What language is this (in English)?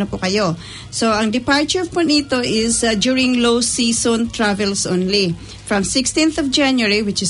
Filipino